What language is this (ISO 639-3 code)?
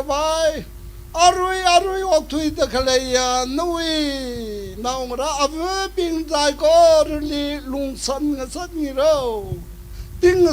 nmf